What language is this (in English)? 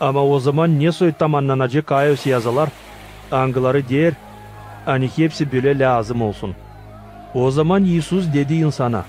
Gagauz